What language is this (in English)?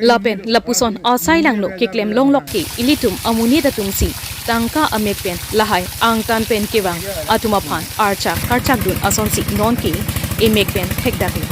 Karbi